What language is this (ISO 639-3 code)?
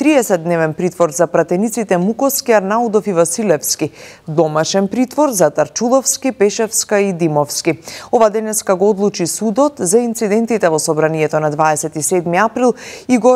mkd